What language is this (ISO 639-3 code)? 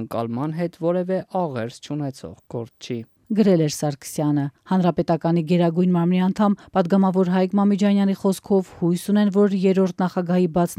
hye